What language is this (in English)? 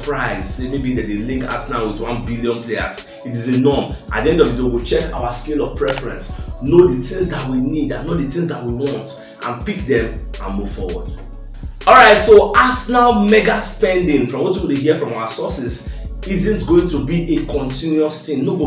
Nigerian Pidgin